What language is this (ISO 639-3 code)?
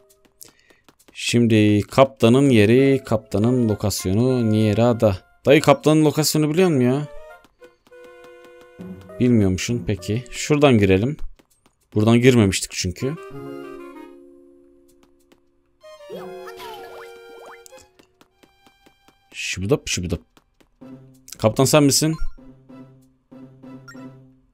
tur